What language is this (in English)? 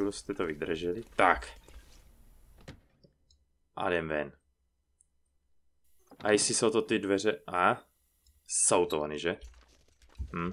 Czech